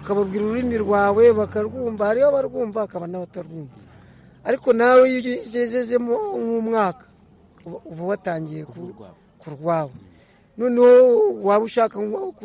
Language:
Kinyarwanda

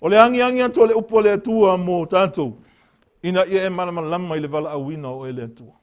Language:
Samoan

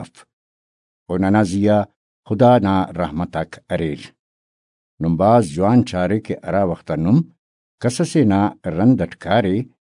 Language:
Brahui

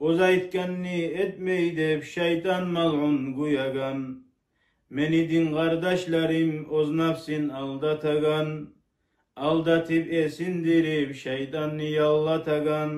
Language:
Kumyk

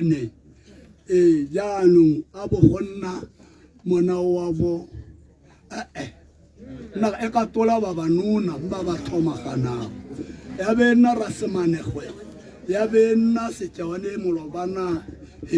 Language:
Tswana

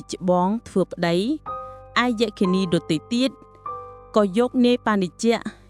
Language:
Khmer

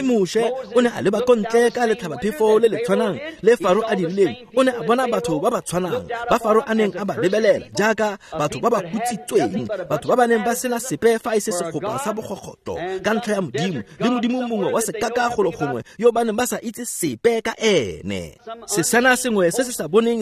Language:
Tswana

